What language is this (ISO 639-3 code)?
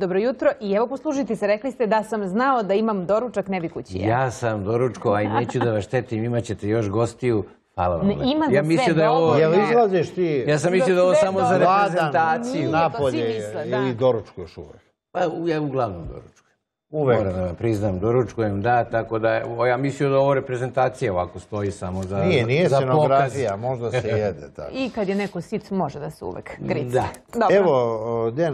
srp